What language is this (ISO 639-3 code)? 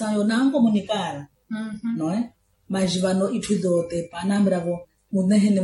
vmw